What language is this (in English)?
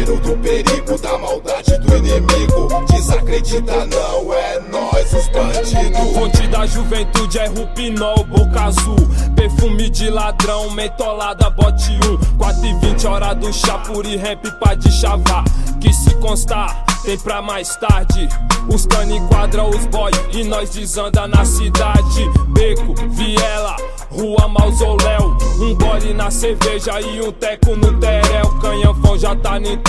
Portuguese